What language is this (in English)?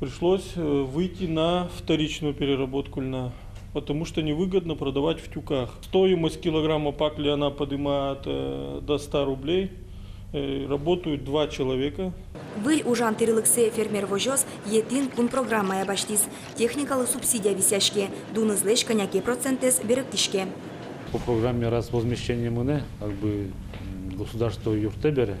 Udmurt